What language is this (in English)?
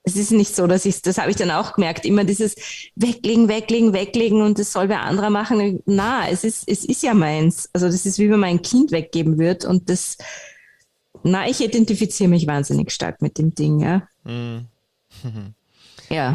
German